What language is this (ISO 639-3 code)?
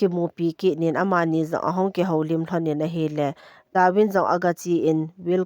tcz